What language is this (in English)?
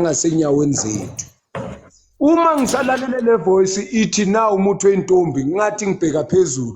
Zulu